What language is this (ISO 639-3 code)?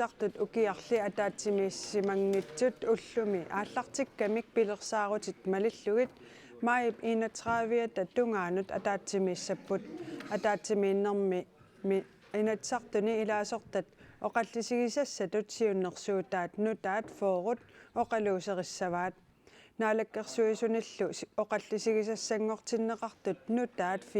kal